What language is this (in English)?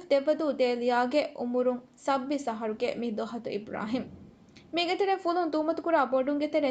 Divehi